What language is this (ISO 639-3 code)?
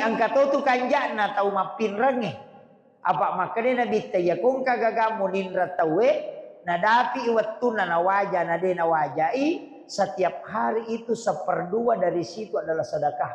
bug